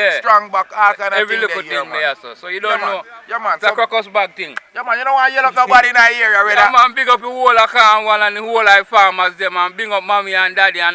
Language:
Jamaican Creole English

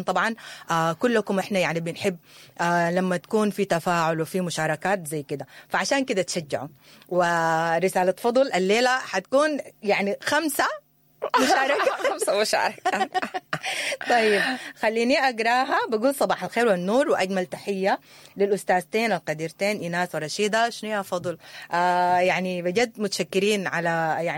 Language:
Sudanese Arabic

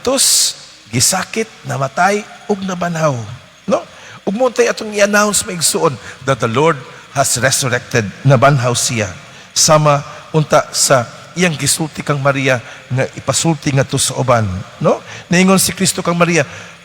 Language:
Cebuano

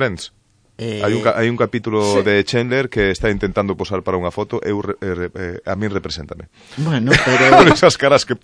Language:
Galician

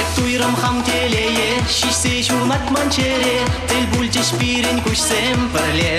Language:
Chuvash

